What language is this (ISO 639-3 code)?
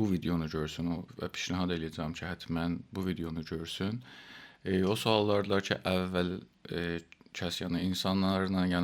azb